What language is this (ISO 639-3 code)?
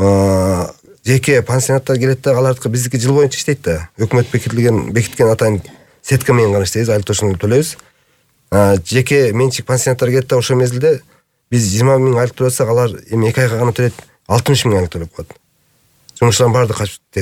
kir